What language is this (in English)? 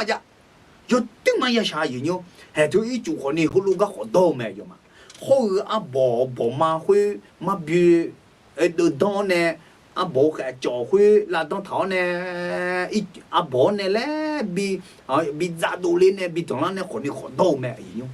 Akha